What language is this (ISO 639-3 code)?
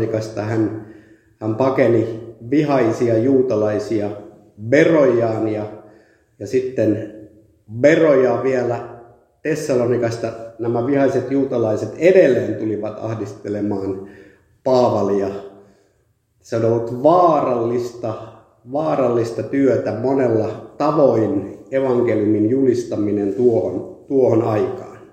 fin